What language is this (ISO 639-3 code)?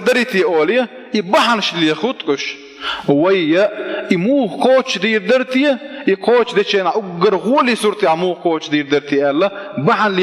che